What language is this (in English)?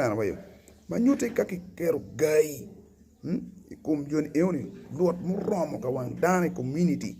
Acoli